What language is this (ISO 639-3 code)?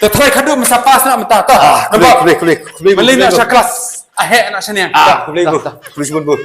kha